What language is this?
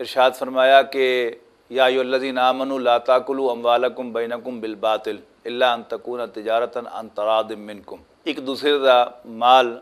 Western Panjabi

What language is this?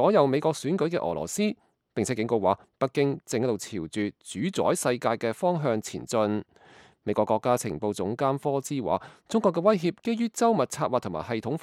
Cantonese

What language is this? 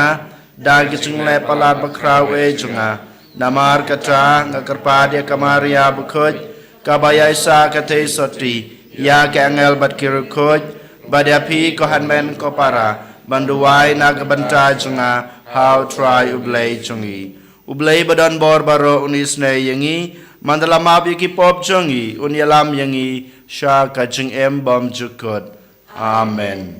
Khasi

